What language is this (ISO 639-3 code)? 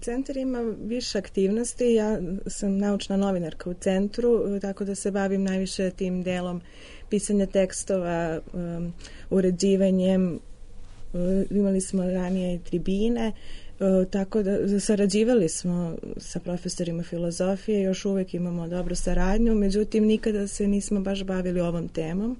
srp